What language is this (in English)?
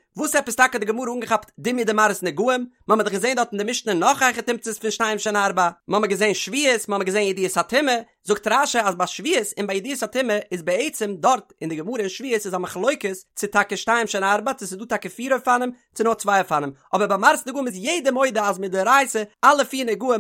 Yiddish